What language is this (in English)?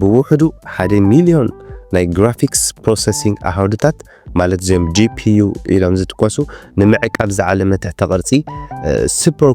Tigrinya